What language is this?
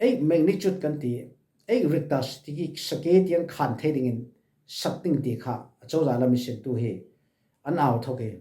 Falam Chin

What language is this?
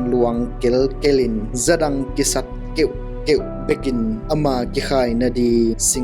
Tedim Chin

